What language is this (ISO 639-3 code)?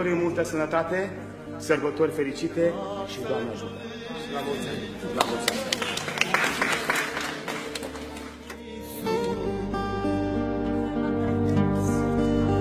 ron